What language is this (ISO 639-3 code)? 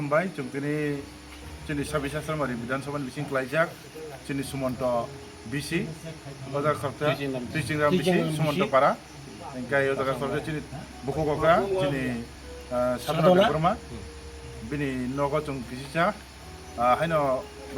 trp